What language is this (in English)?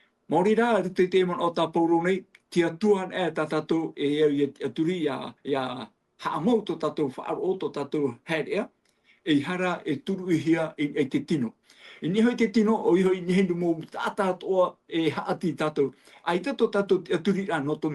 Tahitian